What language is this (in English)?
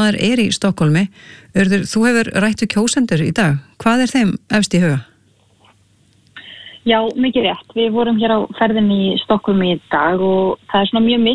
Icelandic